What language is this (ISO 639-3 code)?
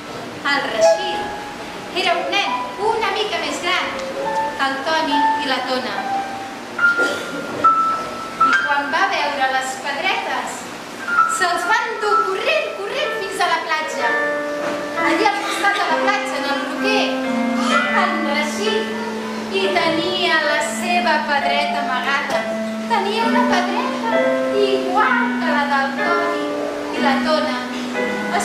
cat